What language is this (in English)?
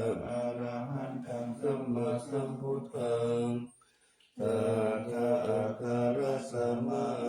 Pali